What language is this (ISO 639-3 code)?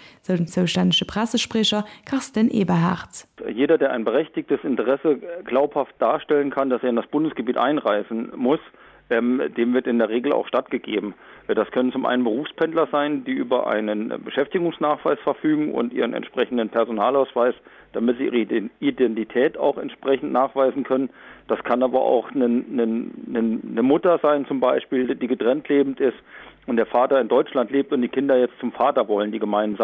ltz